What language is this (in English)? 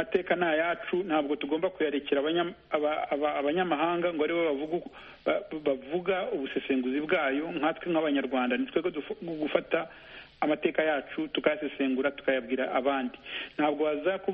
Kinyarwanda